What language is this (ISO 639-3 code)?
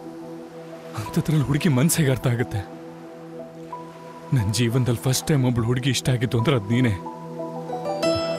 kan